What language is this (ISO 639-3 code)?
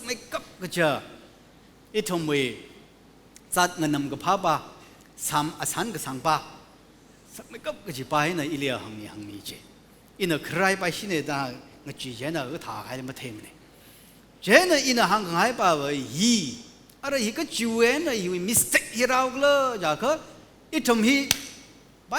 nmf